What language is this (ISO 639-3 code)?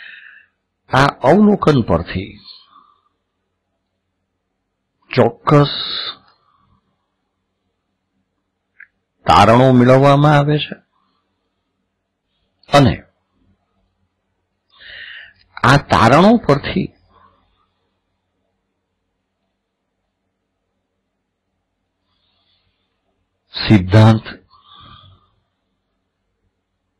guj